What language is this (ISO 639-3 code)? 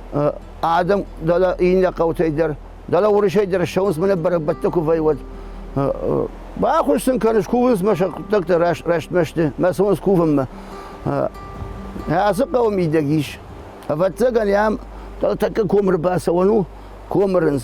oss